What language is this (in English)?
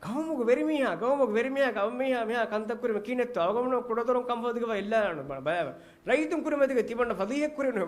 Divehi